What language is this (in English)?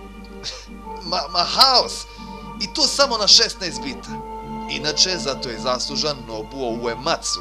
Croatian